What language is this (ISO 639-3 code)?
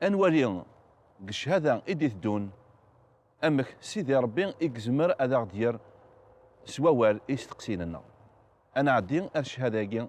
kab